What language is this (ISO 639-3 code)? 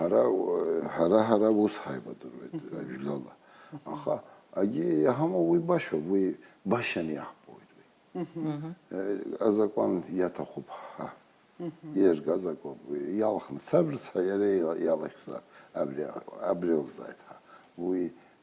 abk